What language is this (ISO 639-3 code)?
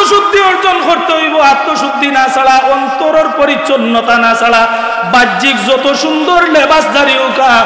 syl